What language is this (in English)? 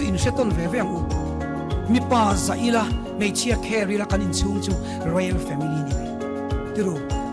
Mizo